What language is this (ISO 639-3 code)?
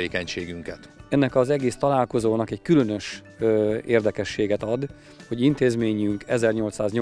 hun